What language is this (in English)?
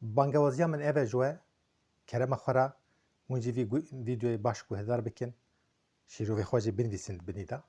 Kurdish